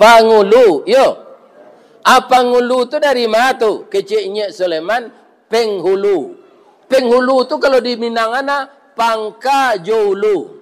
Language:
Minangkabau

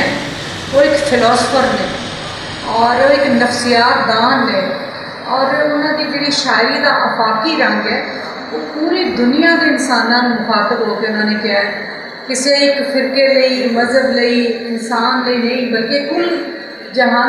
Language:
Western Panjabi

